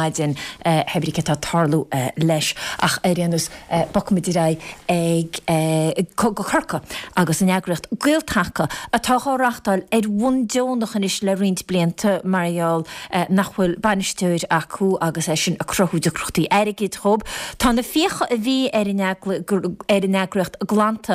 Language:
Irish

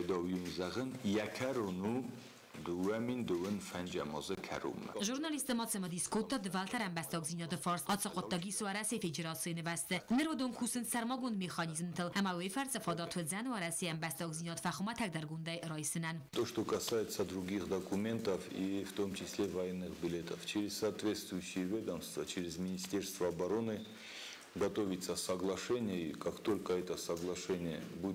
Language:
Ossetic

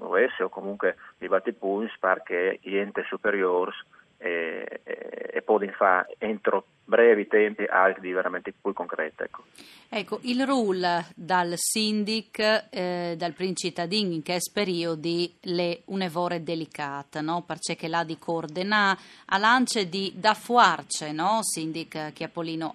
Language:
Friulian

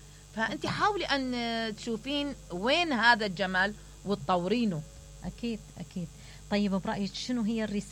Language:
Mesopotamian Arabic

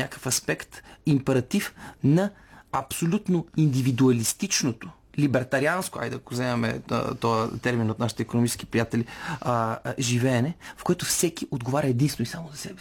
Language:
Bulgarian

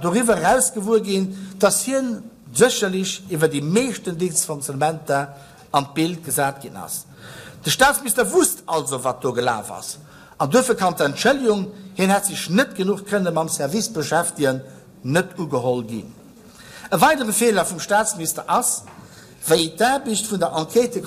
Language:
Luxembourgish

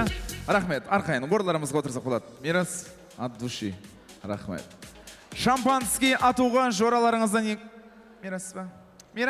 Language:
Kara-Kalpak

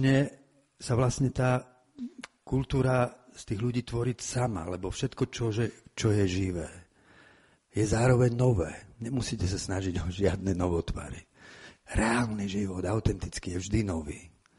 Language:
Slovak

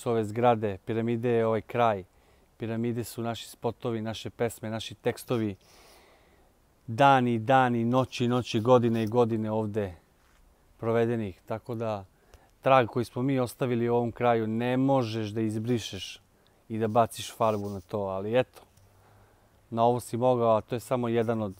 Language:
Serbian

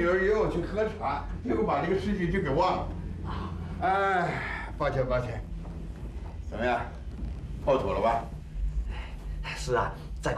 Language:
Chinese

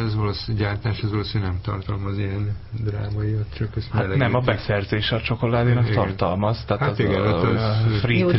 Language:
Hungarian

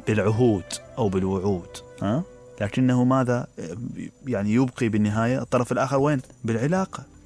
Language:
Mesopotamian Arabic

